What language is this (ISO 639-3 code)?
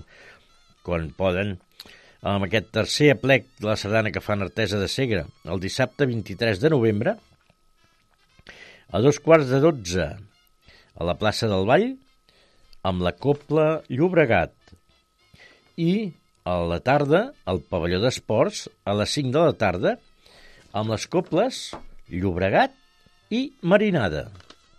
cat